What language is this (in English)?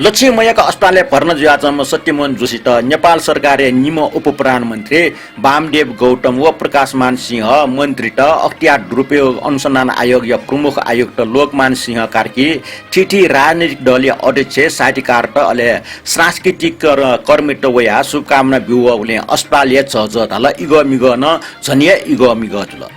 Newari